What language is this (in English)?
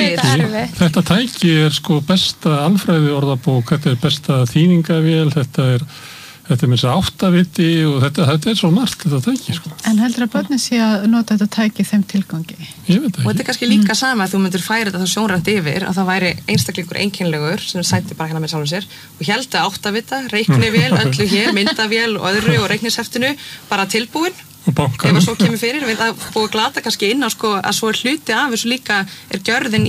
Icelandic